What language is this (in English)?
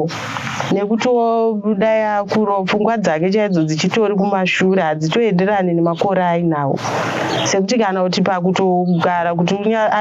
Shona